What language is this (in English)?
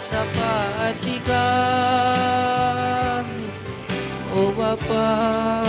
Batak Karo